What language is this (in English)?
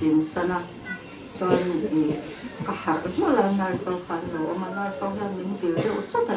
Mizo